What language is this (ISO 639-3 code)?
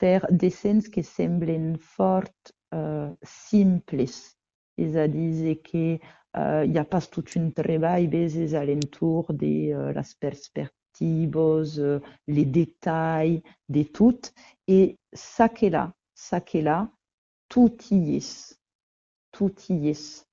oci